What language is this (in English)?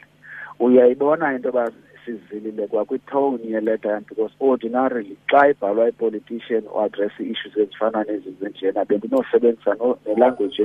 Xhosa